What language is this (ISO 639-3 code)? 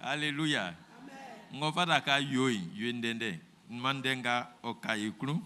bci